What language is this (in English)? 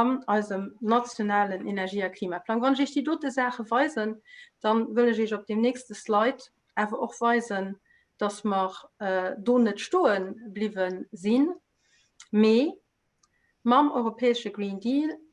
Luxembourgish